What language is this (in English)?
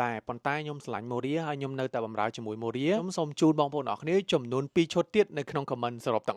Khmer